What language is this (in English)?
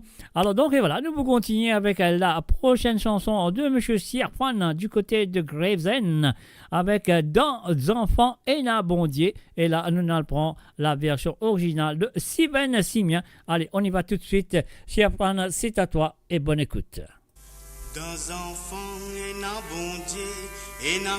Morisyen